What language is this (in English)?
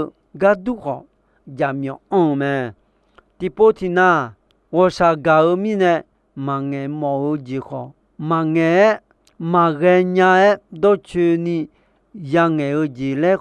Akha